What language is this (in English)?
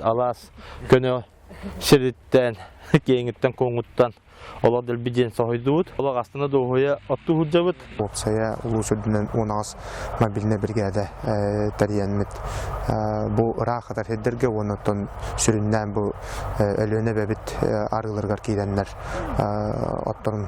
Yakut